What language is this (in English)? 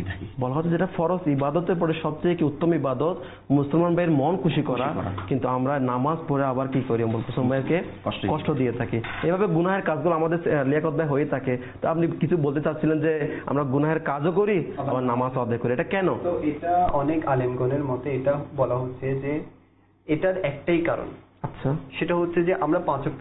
Bangla